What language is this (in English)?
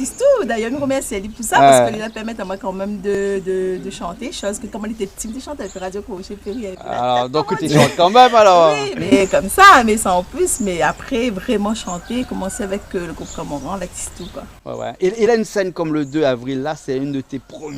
Réunion Creole French